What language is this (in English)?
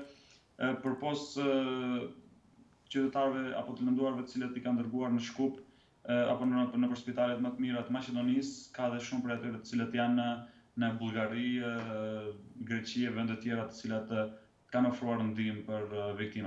Albanian